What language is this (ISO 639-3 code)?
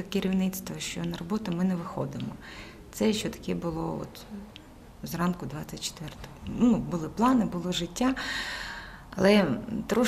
ukr